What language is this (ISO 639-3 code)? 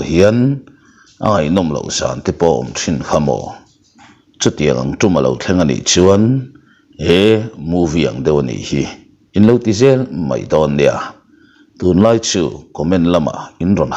lus